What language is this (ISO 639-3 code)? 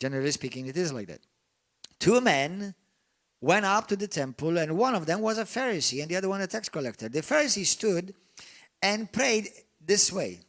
eng